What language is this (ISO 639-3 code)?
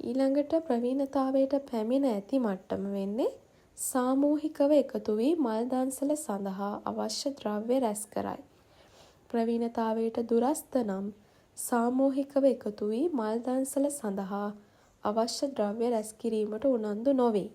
sin